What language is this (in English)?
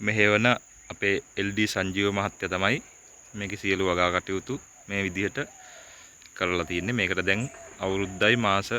Sinhala